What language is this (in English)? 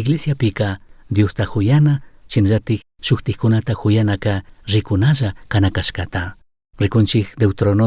Chimborazo Highland Quichua